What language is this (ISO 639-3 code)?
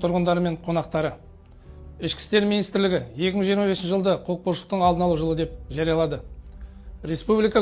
kaz